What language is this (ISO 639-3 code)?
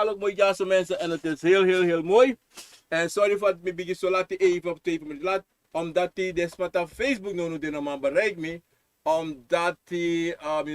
srn